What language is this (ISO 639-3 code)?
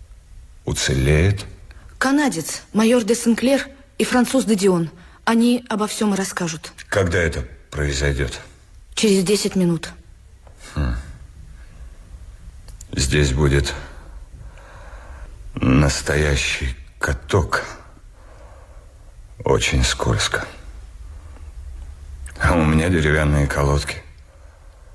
rus